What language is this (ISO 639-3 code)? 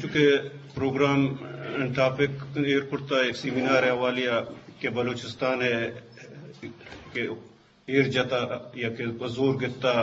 bgp